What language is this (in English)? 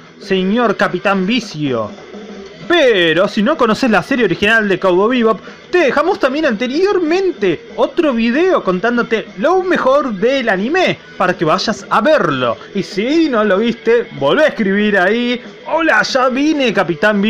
Spanish